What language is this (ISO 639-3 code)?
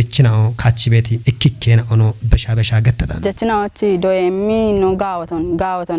kbr